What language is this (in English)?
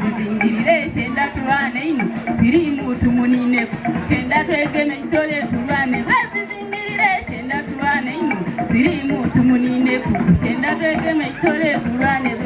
Soga